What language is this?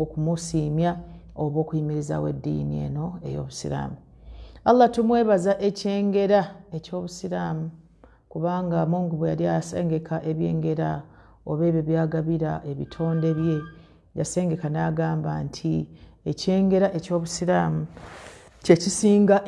Ganda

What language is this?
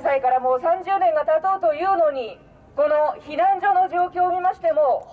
Japanese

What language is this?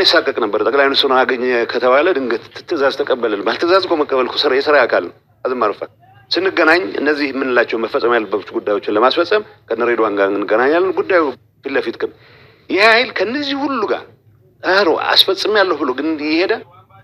Amharic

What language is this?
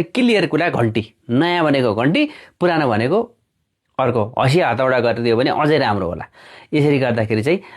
Nepali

